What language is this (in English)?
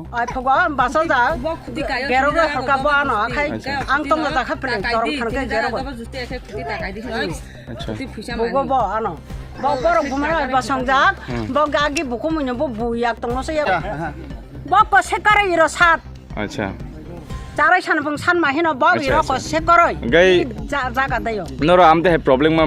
Kok Borok